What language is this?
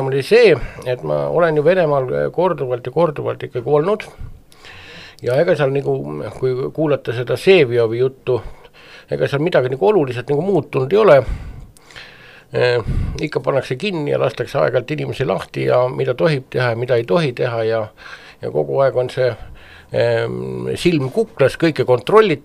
Estonian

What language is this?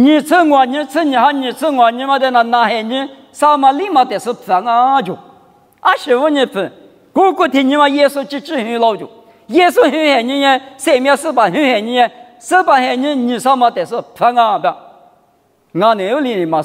Lisu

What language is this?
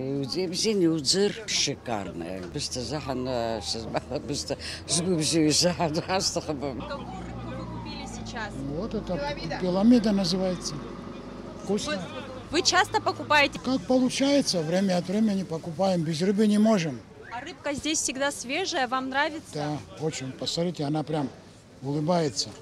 Abkhazian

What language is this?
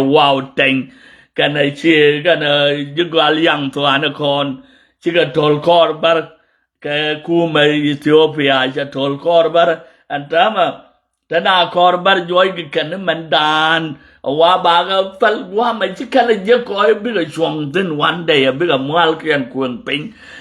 Nuer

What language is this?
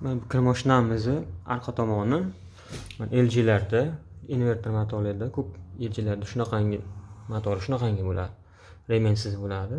Uzbek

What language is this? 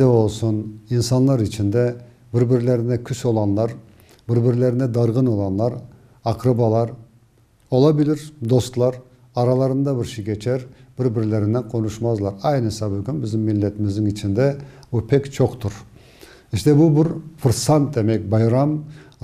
Crimean Tatar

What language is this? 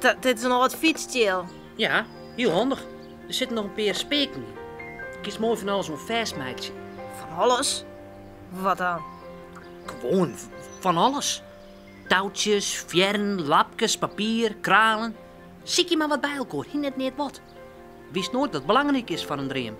Western Frisian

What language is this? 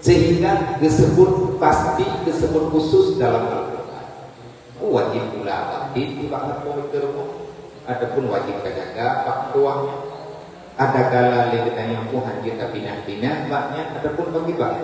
Achinese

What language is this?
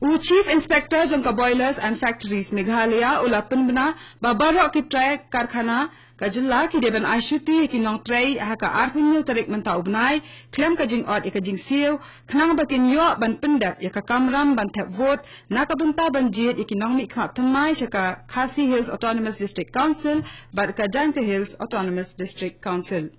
Khasi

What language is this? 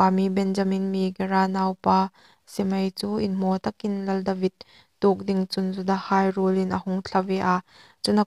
Hmar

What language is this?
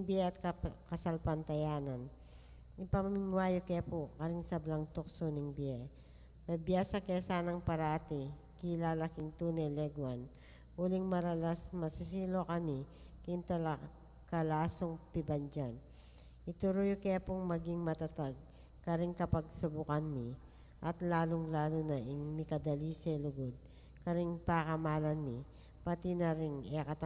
Pampanga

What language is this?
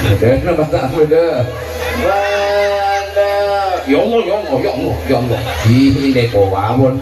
Madurese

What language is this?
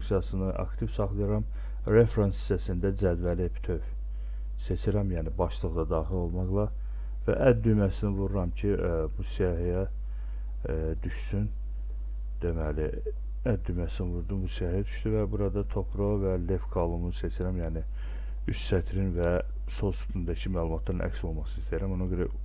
Azerbaijani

